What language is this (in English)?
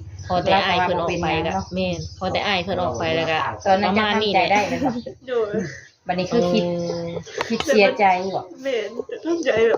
Lao